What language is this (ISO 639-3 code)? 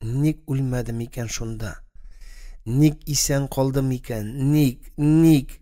tat